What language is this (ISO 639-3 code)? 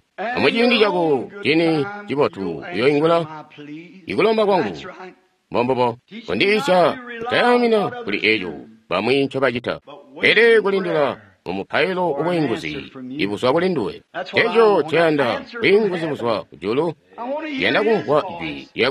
toi